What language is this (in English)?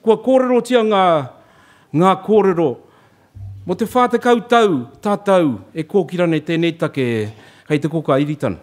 Māori